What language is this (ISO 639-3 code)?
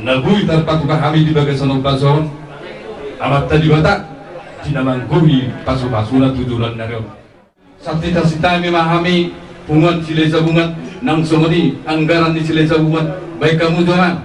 bbc